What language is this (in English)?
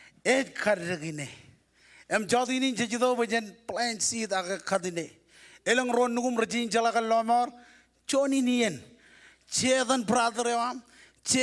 Marshallese